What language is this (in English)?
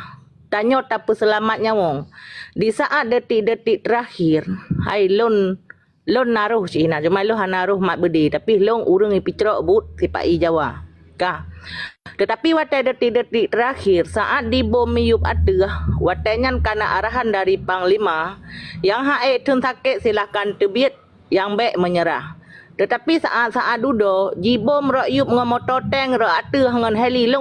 Achinese